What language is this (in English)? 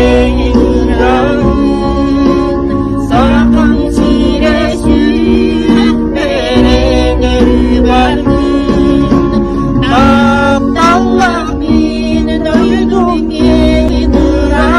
Yakut